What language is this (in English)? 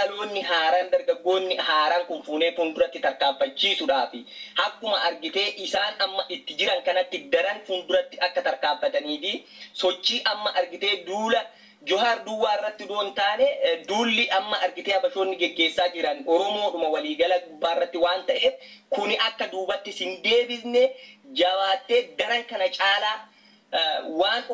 Oromo